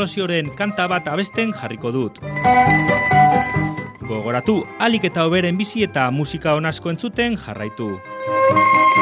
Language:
Basque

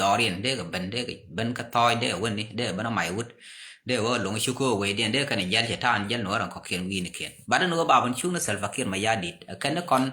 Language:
Nuer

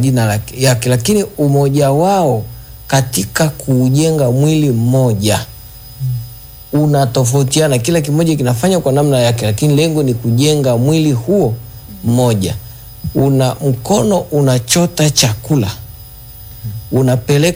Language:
Swahili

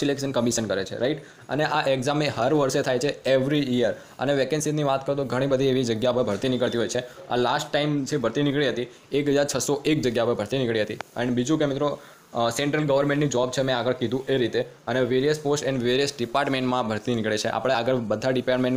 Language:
Gujarati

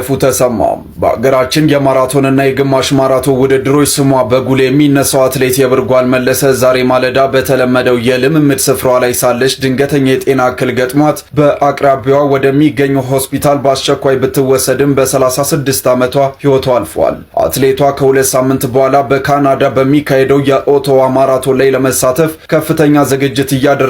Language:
Amharic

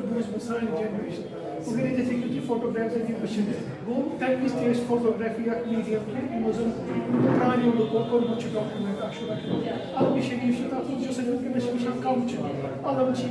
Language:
Kashmiri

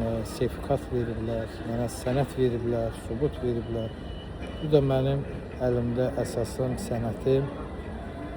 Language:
Azerbaijani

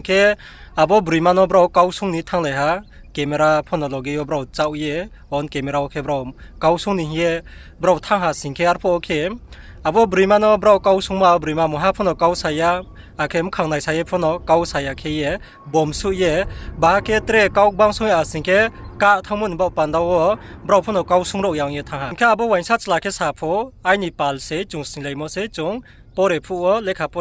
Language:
Riang (India)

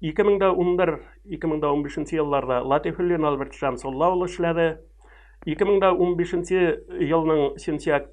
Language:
Tatar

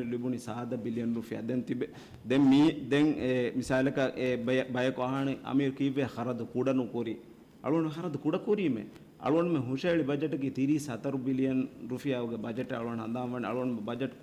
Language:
Divehi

